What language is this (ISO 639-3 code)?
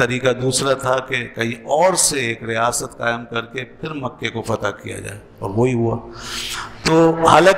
urd